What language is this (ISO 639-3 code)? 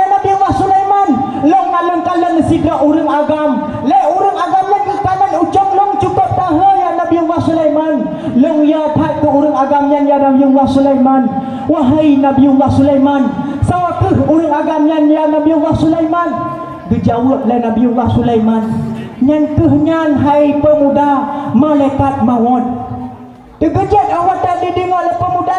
ace